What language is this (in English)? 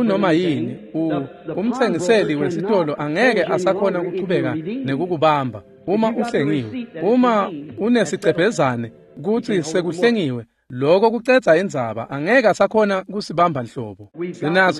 Swati